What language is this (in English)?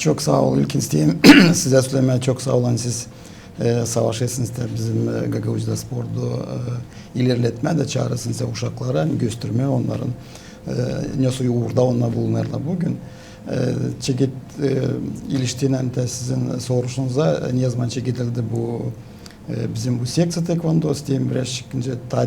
Gagauz